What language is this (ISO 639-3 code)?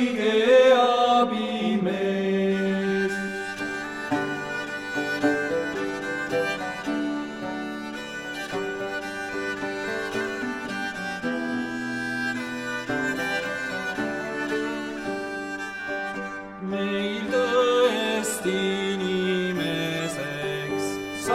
est